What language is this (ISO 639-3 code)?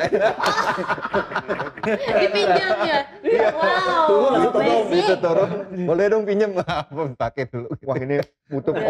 ind